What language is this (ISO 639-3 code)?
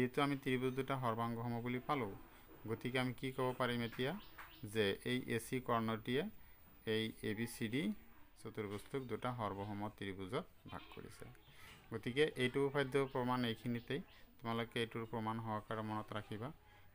asm